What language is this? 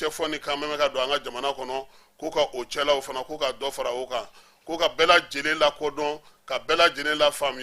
Bambara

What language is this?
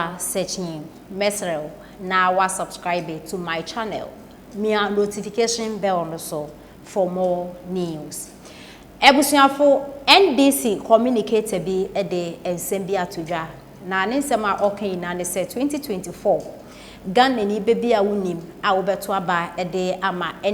Akan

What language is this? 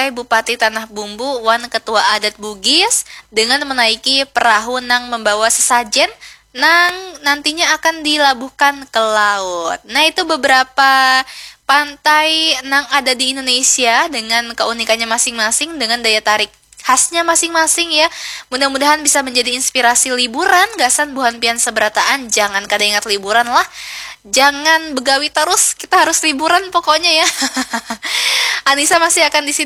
Banjar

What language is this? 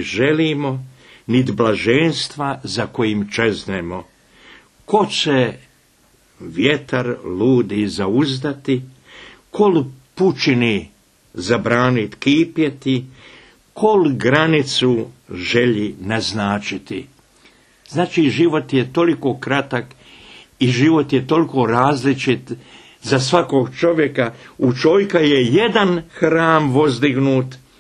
Bosnian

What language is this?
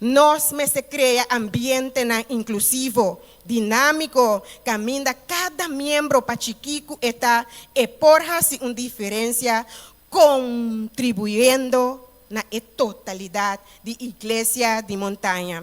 Papiamento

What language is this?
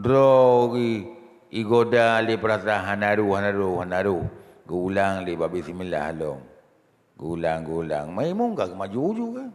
Achinese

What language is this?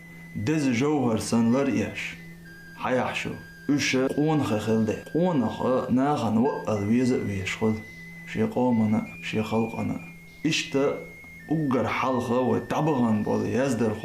Chechen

